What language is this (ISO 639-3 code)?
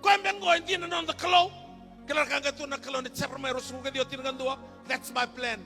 fij